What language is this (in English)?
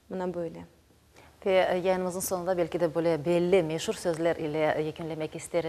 Crimean Tatar